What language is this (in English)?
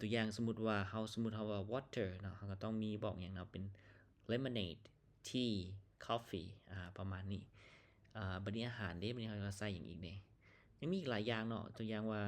Lao